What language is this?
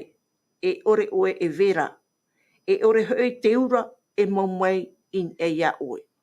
Tahitian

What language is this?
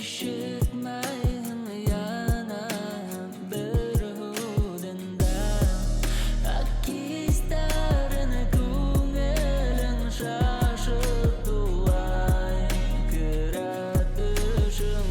Bashkir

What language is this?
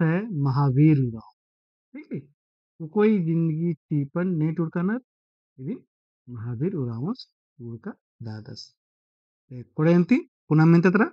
Kurukh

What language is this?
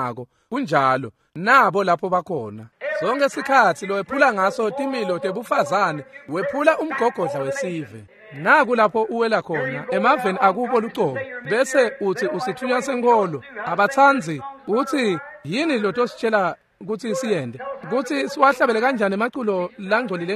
Swati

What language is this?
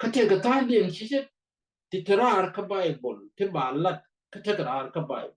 Nuer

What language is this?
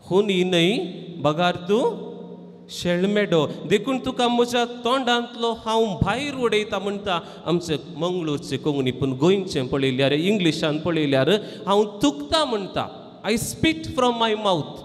Konkani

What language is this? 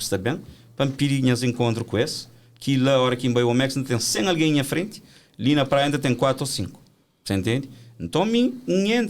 Kabuverdianu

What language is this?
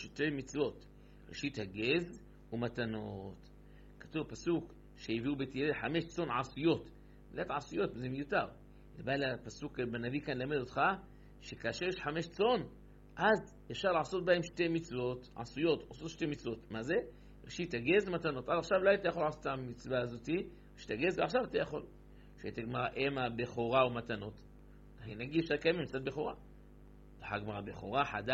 Hebrew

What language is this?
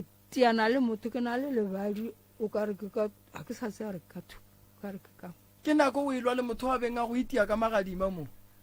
Northern Sotho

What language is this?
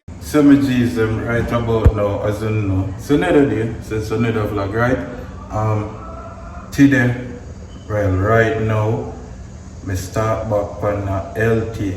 Jamaican Creole English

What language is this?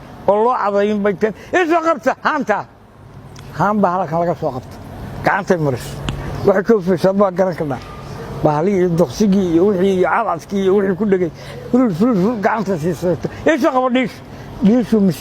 Somali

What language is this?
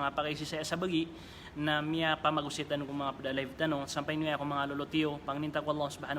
Maranao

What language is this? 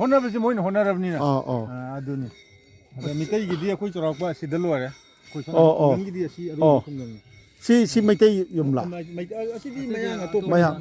Manipuri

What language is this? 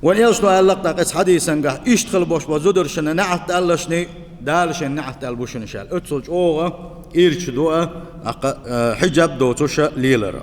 Chechen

